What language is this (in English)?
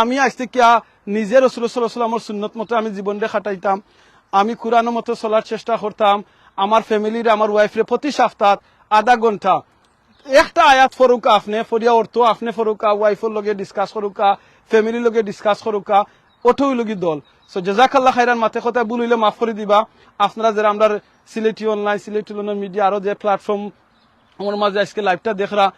Sylheti